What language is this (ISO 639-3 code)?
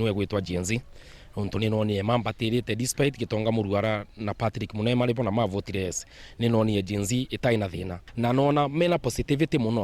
mer